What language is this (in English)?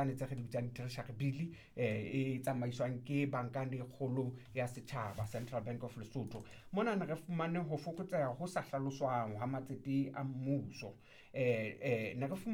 Southern Sotho